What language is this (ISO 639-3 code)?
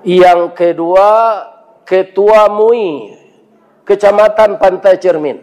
min